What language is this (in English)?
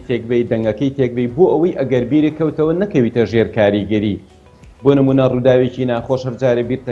Central Kurdish